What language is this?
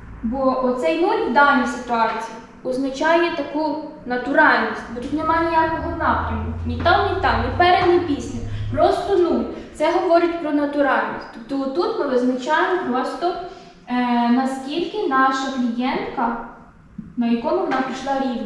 Ukrainian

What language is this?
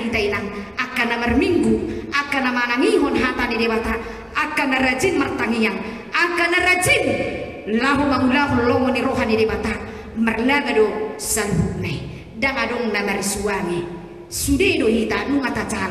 Batak Toba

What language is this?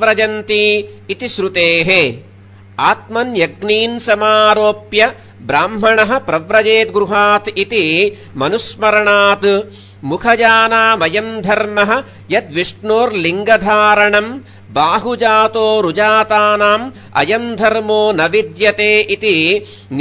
Sanskrit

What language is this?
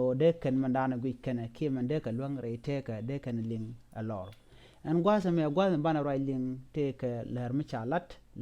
Nuer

